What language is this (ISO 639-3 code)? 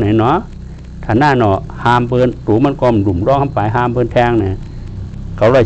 shn